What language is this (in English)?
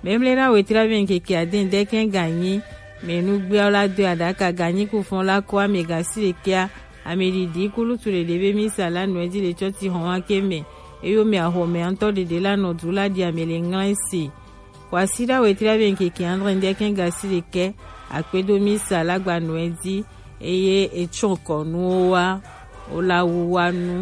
Gen